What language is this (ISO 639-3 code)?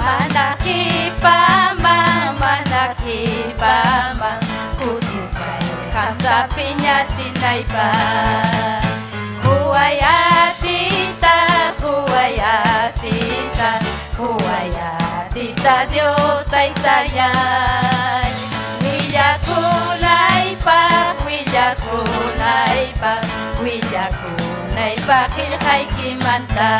quy